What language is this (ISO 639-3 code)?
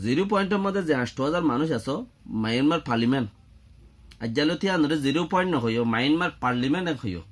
rhg